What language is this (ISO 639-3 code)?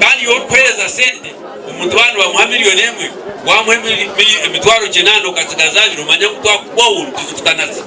nyn